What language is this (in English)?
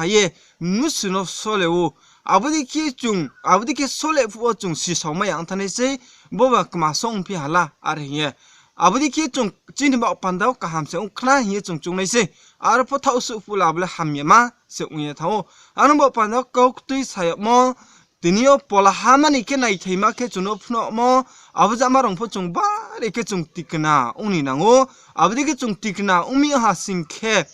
Riang (India)